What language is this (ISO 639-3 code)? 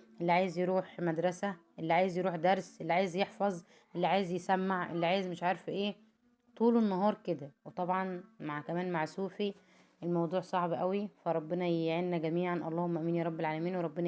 arz